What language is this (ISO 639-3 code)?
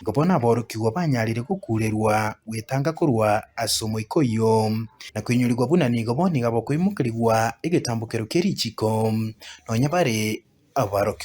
guz